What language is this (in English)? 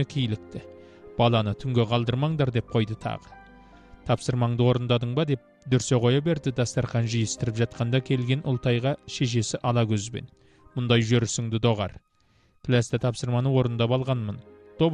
Kazakh